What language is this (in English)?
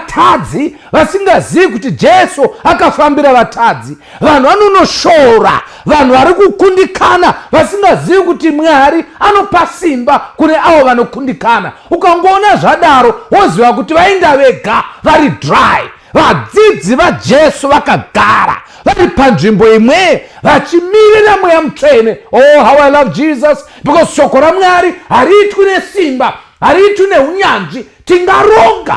Shona